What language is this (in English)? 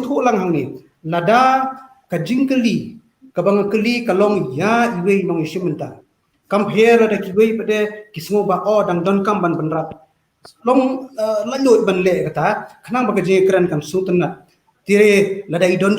Khasi